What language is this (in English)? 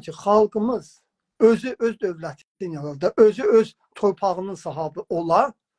South Azerbaijani